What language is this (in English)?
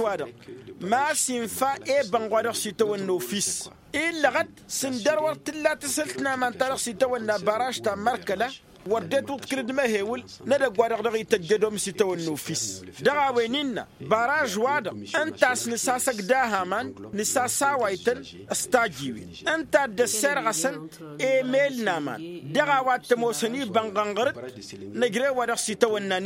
Tamasheq